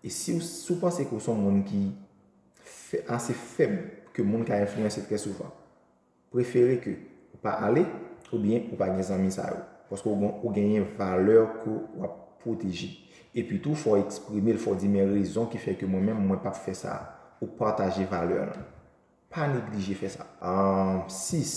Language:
Haitian Creole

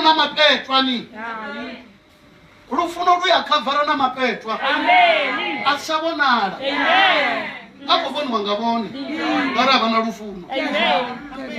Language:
Venda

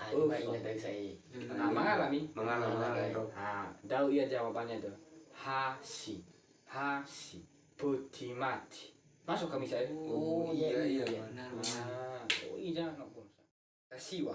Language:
Nias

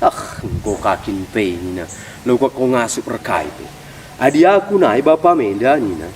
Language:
Batak Karo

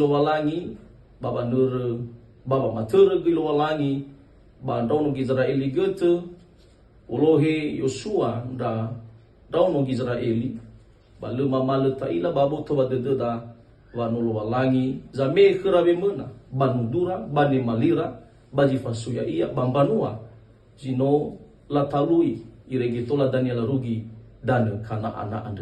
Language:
Nias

